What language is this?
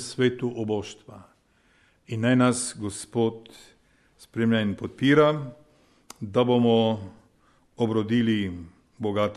Slovenian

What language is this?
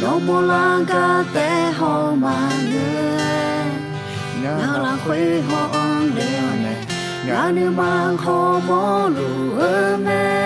Akha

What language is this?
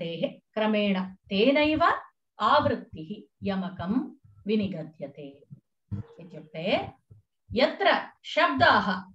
Sanskrit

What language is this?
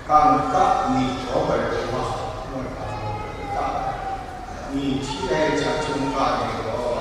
Kachin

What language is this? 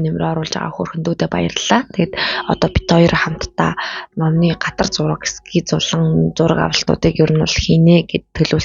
Mongolian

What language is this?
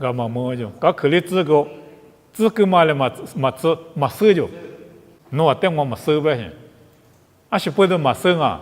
Lisu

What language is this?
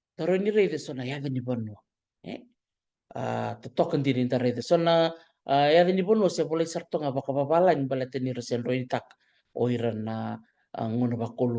Fijian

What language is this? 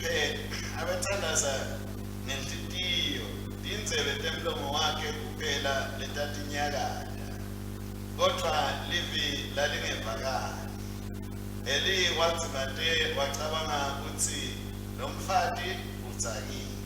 Swati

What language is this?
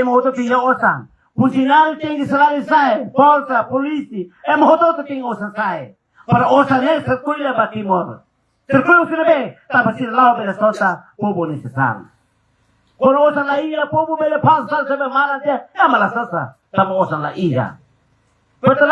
Tetum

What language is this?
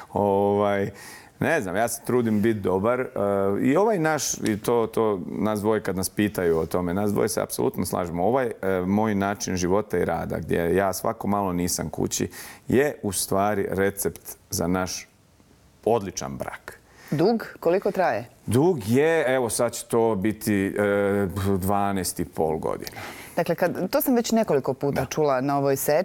Bosnian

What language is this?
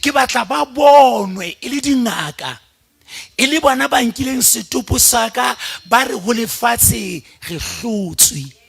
Southern Sotho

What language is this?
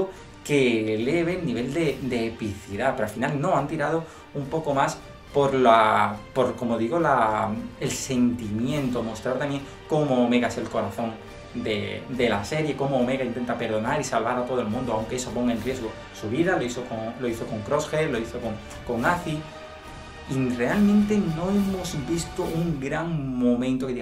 Spanish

